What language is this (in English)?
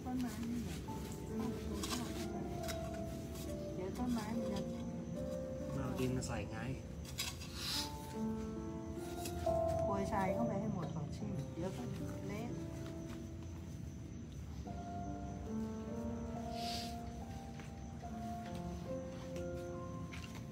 Thai